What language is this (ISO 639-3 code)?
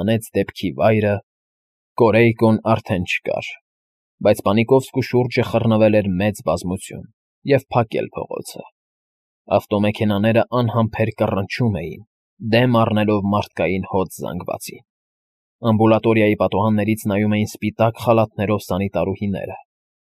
hye